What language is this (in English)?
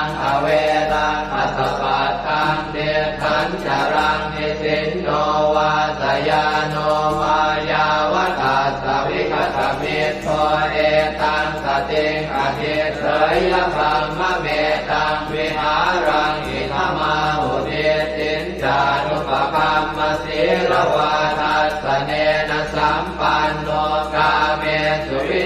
Pali